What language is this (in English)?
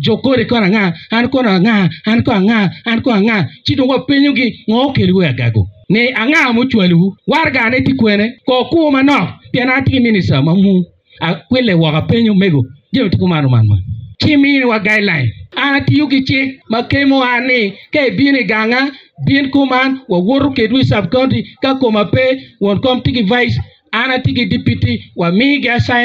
Acoli